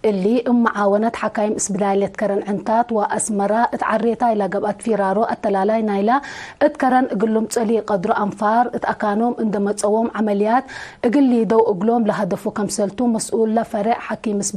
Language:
Tigre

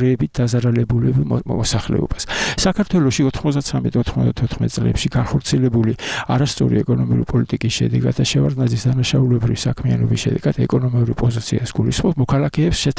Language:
Georgian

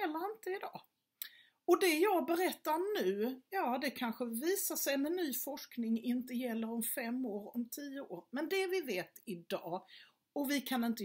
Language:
Swedish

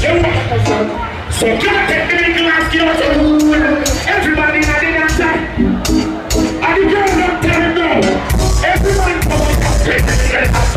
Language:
Jamaican Creole English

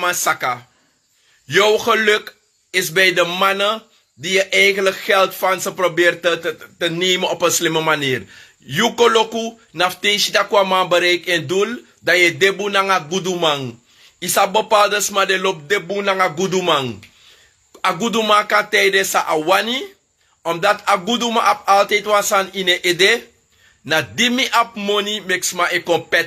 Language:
Sranan Tongo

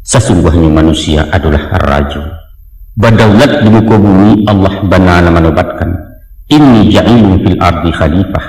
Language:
Minangkabau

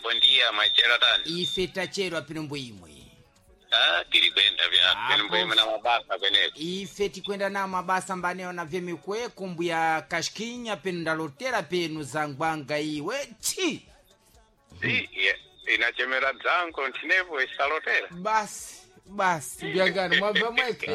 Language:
Sena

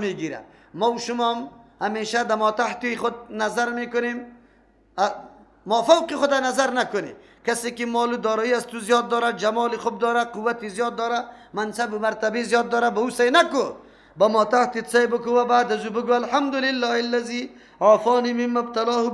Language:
Persian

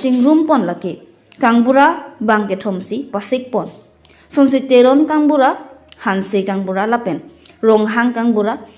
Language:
Karbi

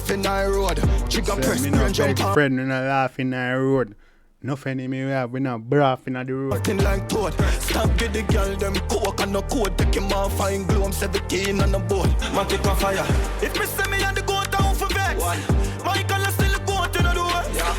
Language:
Jamaican Creole English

